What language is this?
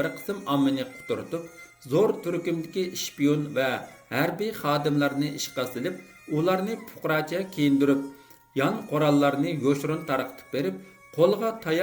Uyghur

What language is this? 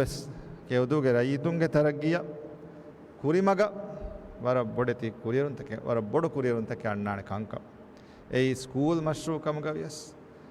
Divehi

